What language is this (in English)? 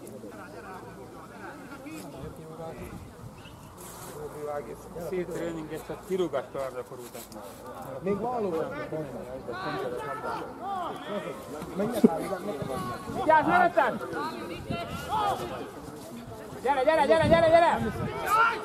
Hungarian